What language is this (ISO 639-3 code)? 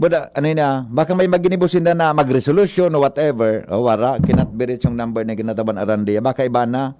bik